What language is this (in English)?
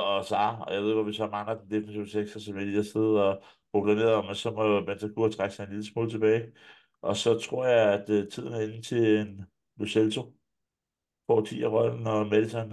Danish